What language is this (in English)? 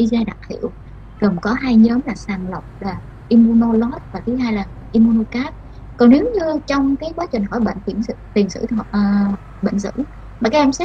Vietnamese